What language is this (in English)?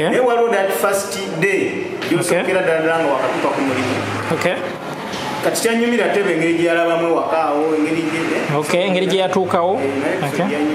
Ganda